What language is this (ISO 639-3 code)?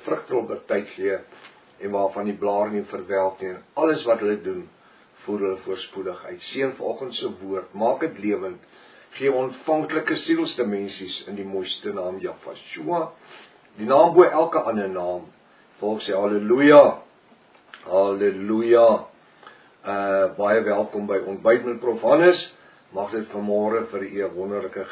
afr